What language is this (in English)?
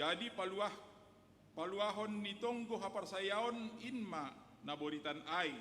Batak Simalungun